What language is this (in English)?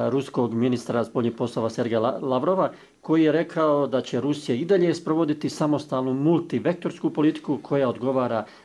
Bosnian